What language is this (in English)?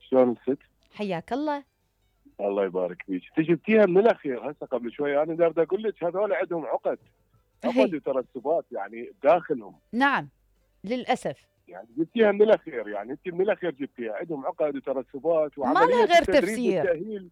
Mesopotamian Arabic